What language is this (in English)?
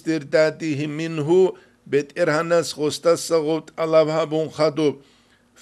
Avaric